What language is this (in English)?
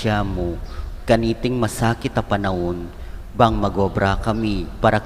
Pampanga